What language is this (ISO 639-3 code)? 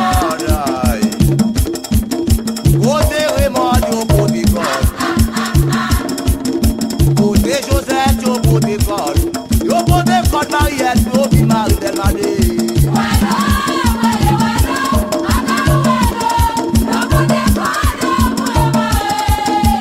hat